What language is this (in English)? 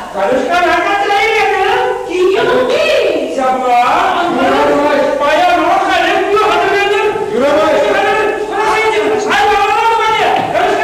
Chuvash